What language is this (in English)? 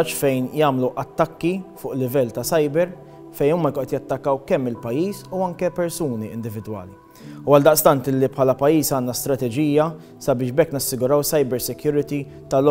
Maltese